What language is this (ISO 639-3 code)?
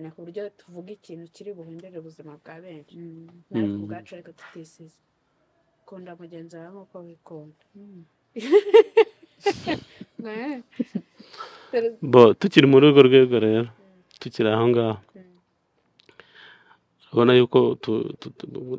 kin